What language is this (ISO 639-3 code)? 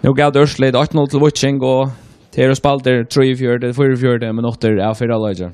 fao